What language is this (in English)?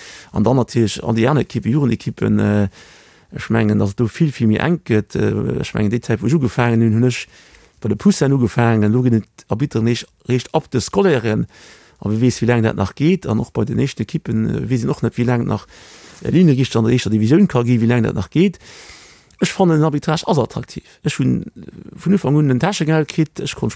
Luxembourgish